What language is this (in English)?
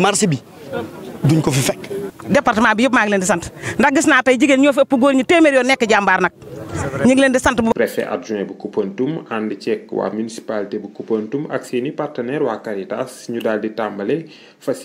Wolof